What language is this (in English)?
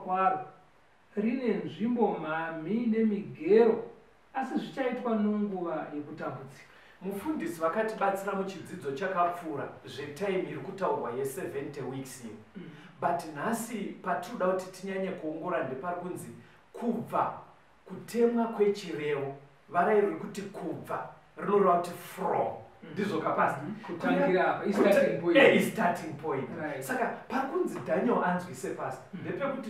Shona